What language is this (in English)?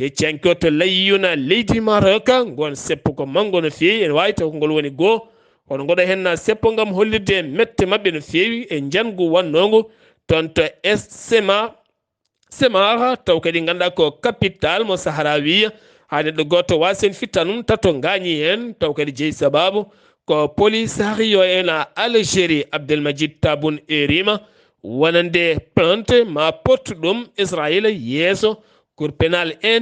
Fula